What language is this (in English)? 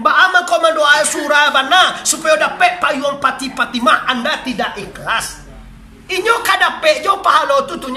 Minangkabau